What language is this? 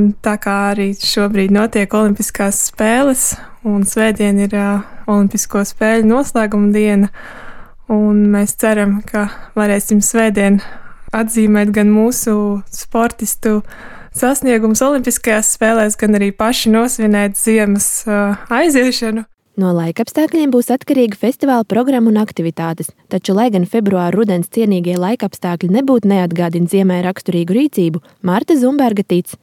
Latvian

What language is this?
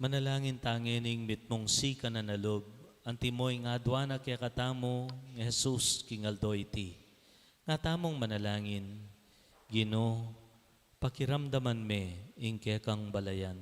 Pampanga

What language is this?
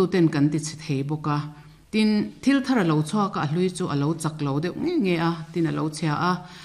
Mizo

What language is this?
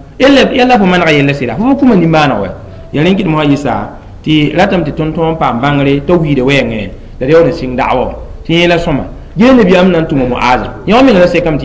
Mossi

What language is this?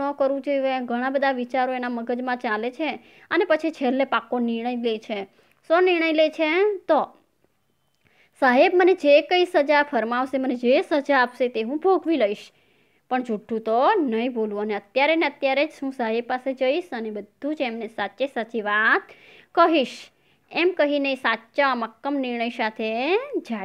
Gujarati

